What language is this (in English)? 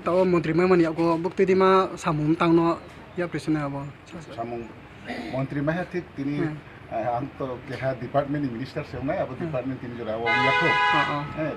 Riang (India)